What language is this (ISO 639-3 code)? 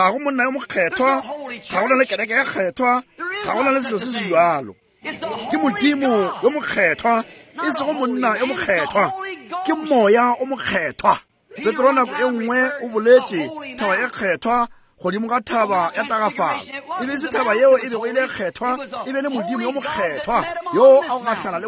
nso